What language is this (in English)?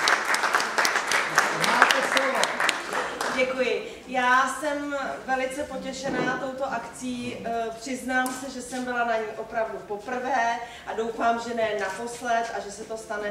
Czech